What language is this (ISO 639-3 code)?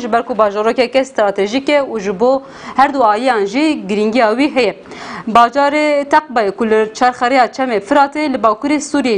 kur